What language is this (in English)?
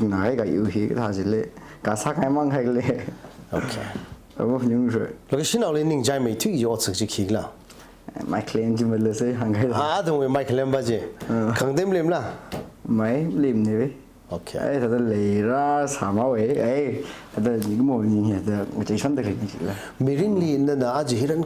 Tangkhul Naga (India)